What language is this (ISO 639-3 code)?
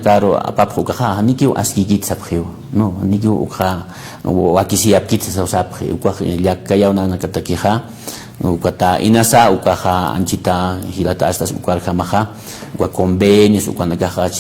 aym